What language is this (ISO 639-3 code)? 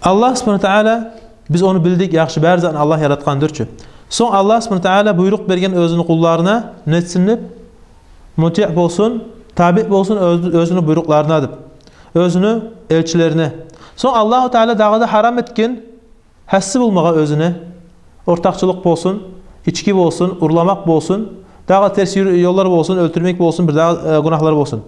kum